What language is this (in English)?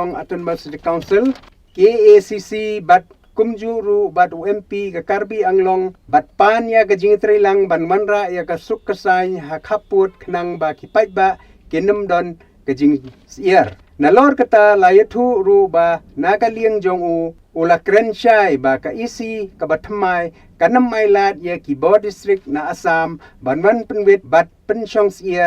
Khasi